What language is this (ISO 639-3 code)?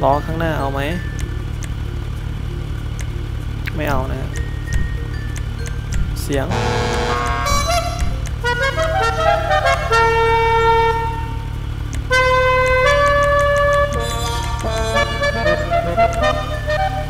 tha